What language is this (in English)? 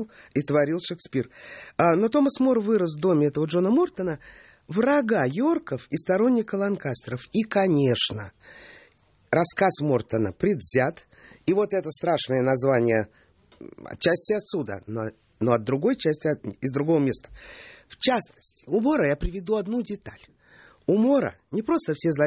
Russian